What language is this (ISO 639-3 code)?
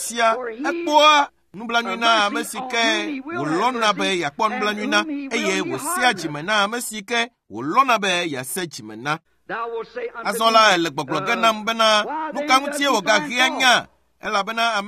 ewe